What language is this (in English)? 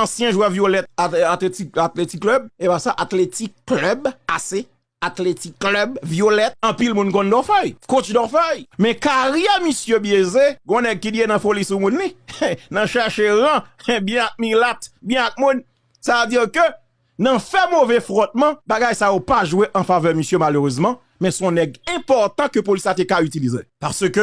Haitian Creole